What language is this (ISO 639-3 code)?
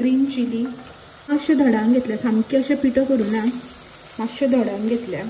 kok